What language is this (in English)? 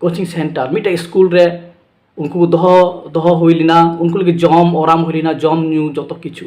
Santali